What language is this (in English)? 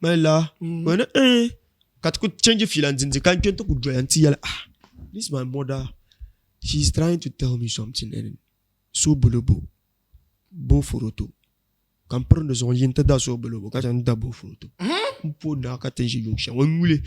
Dagbani